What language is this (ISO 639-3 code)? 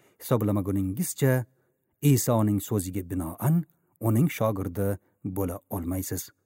uzb